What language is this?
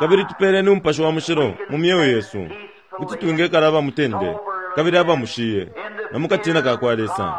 Bemba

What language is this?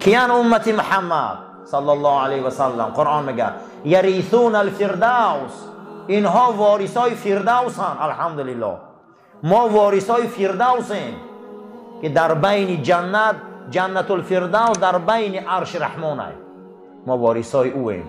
Tajik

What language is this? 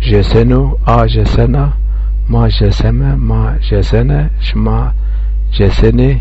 Zaza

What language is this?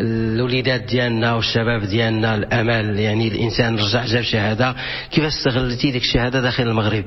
Moroccan Arabic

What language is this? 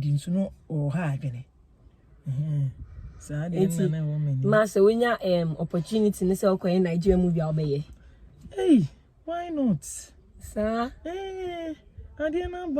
Akan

